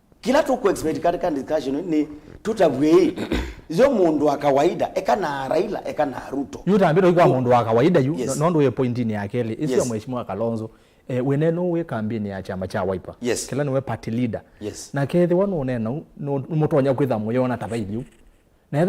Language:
Kamba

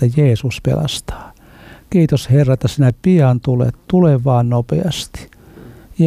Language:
Finnish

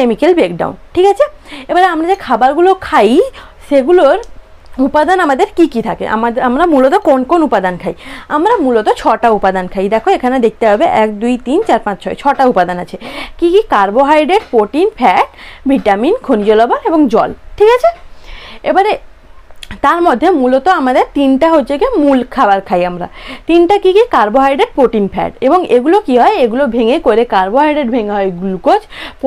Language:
Bangla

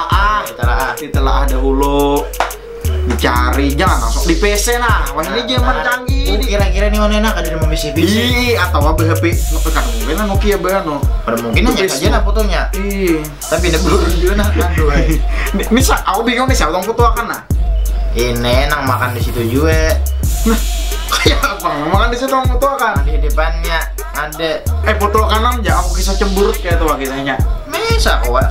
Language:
Banjar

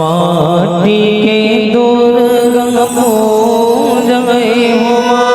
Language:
Chhattisgarhi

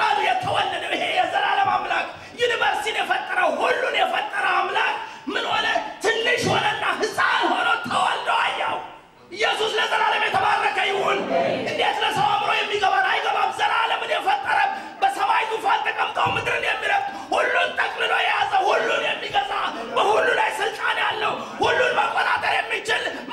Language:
Amharic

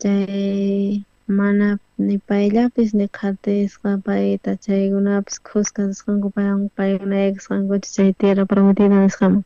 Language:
South Bolivian Quechua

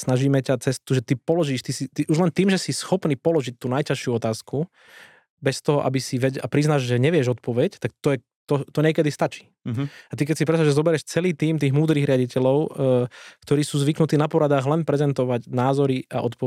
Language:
Slovak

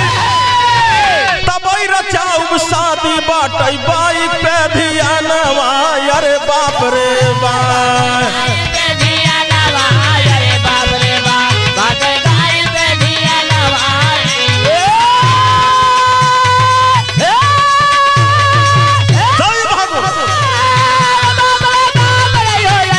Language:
Bhojpuri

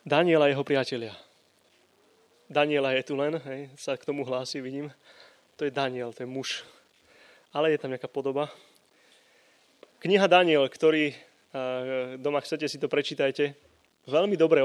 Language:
Slovak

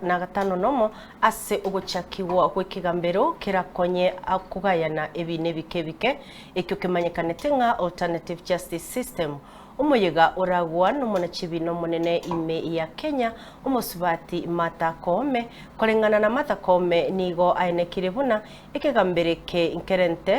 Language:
Gusii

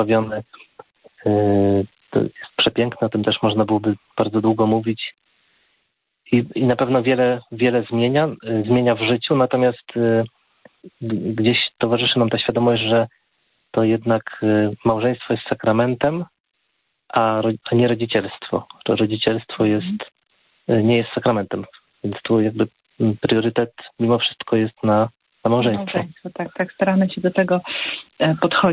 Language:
Polish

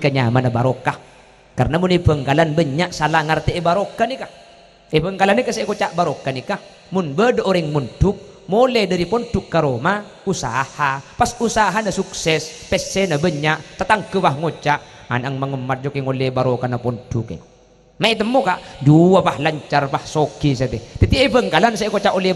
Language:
Madurese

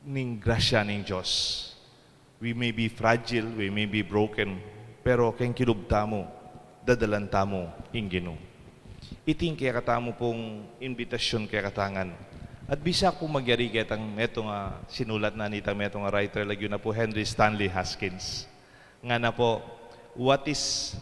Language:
Pampanga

